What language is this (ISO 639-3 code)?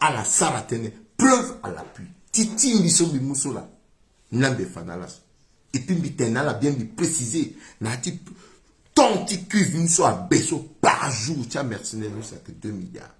sag